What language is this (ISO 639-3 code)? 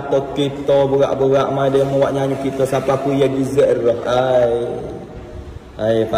msa